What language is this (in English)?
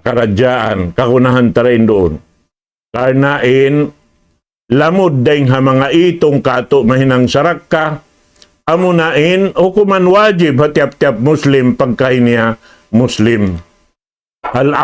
Tausug